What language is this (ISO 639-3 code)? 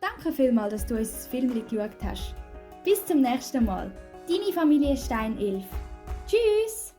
gsw